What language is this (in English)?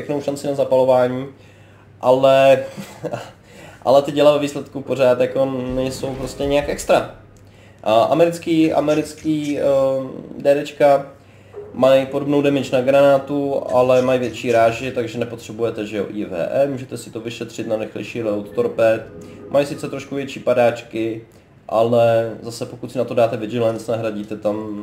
Czech